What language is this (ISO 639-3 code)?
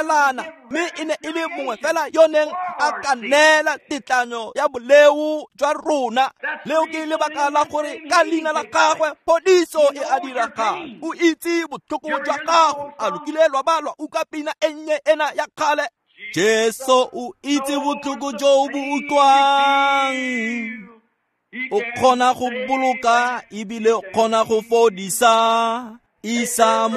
tsn